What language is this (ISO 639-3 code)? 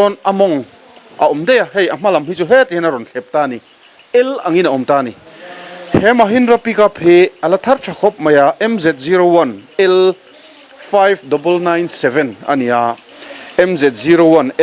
lus